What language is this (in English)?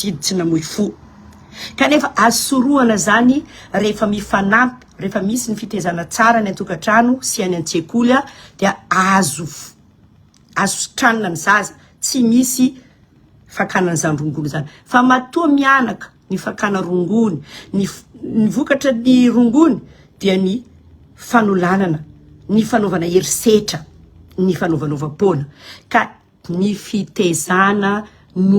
Malagasy